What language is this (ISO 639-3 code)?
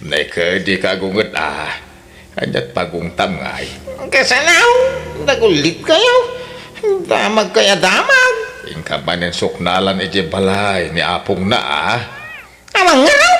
ilo